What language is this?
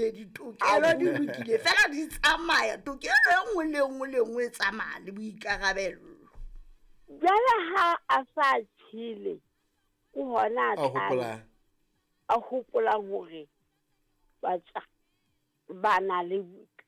Southern Sotho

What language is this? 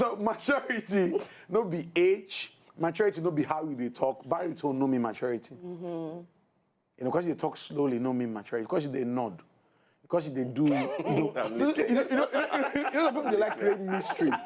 Nigerian Pidgin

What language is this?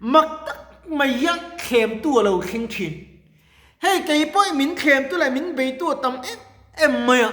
Mizo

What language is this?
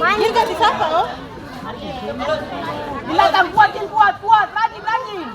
Ambonese Malay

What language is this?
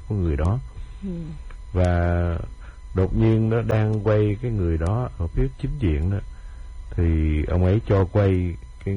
Vietnamese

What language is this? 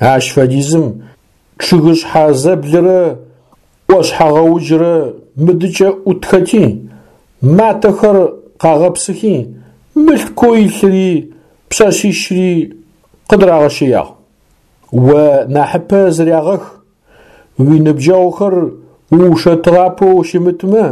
Adyghe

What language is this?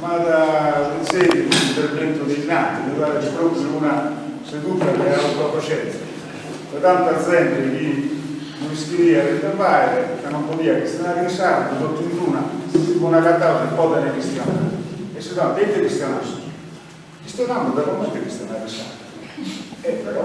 Sardinian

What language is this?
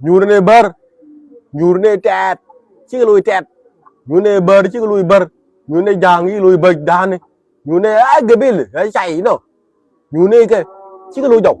Nuer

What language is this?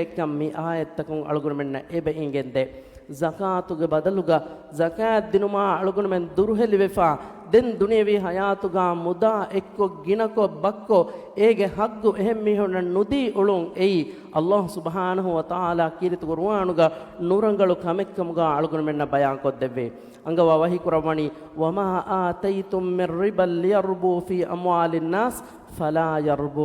Divehi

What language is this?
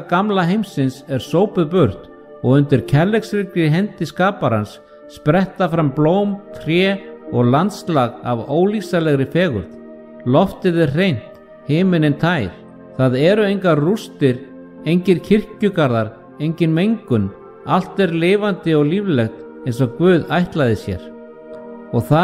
Icelandic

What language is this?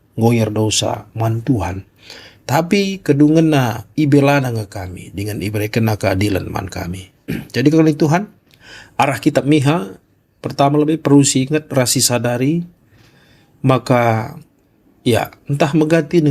Batak Karo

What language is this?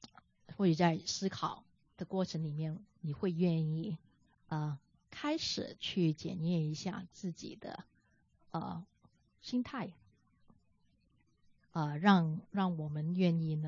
Chinese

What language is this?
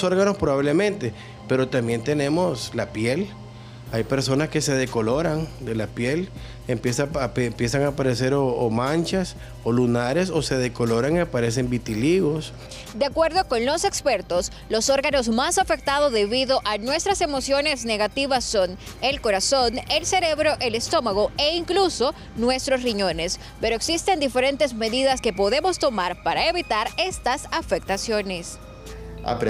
Spanish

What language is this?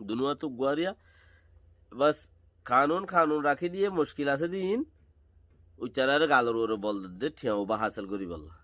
Rohingya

